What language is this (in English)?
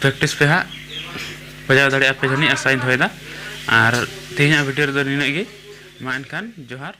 Santali